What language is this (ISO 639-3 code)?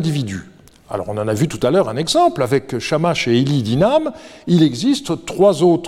fra